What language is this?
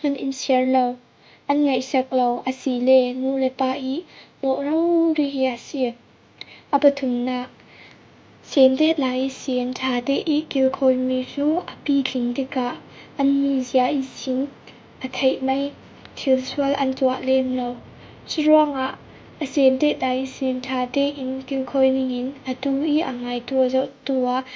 Falam Chin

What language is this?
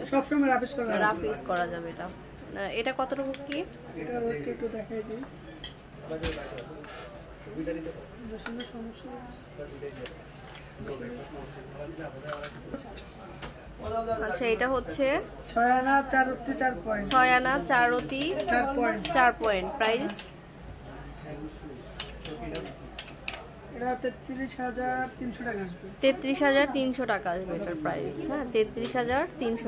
Bangla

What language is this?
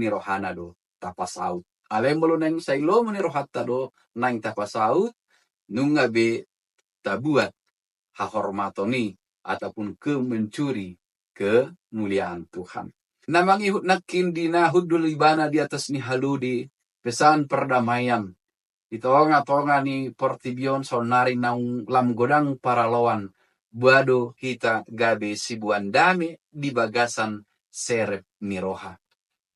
Batak Toba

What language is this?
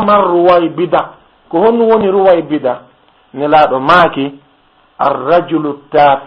Fula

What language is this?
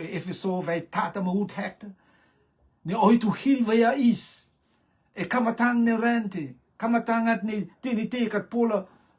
Rotuman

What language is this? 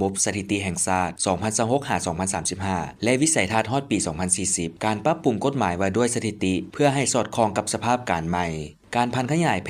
Lao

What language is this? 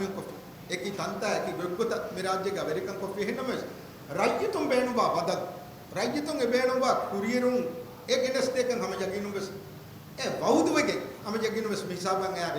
Divehi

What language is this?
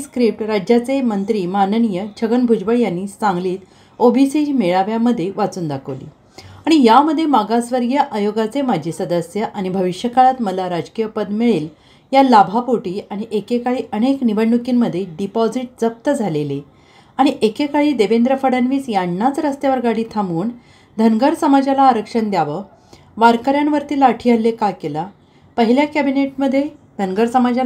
Marathi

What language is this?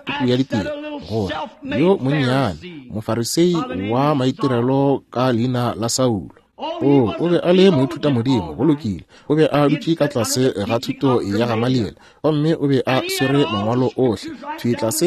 Northern Sotho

